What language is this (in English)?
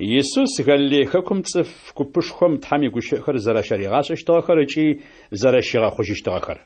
Adyghe